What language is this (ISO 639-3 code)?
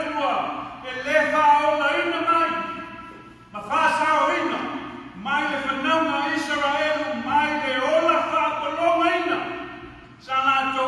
smo